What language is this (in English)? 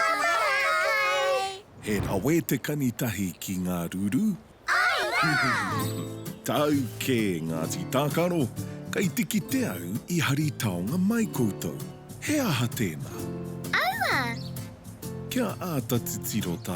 Māori